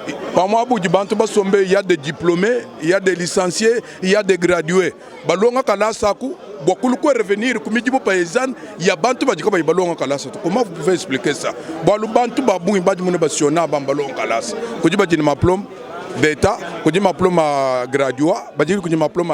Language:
Luba-Lulua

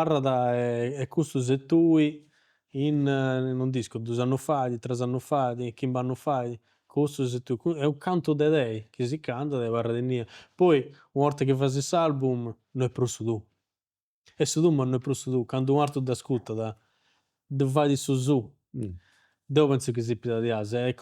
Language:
Sardinian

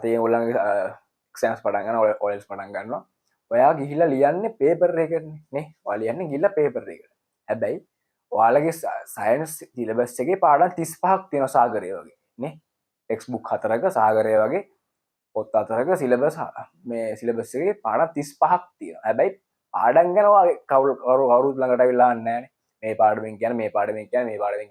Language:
Sinhala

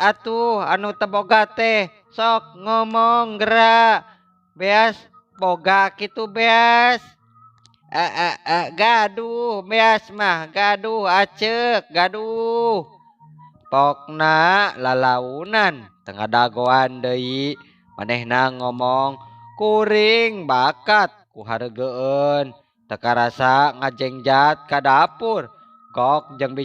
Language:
Sundanese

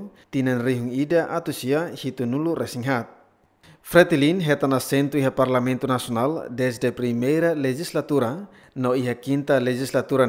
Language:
Tetum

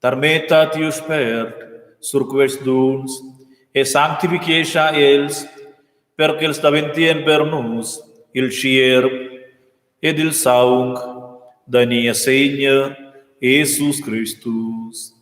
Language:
Romansh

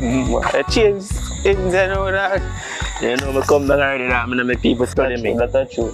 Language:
Jamaican Creole English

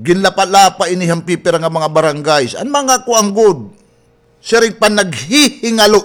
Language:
Waray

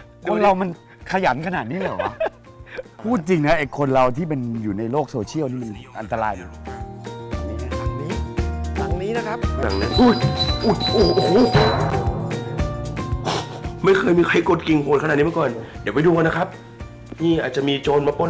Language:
Thai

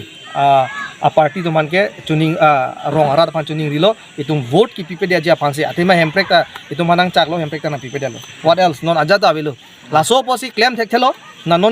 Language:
Karbi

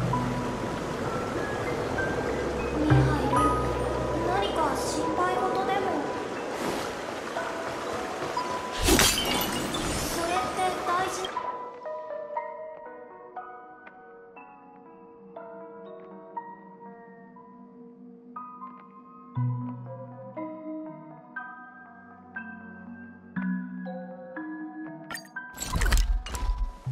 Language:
Japanese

